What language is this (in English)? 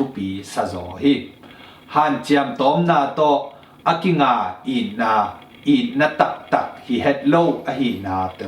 Tedim Chin